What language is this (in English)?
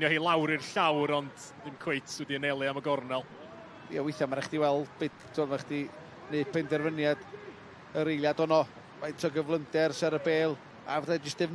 Welsh